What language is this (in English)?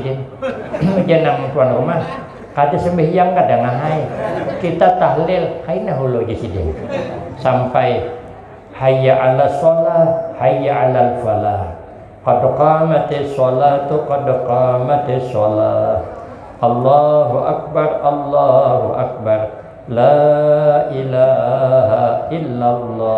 Banjar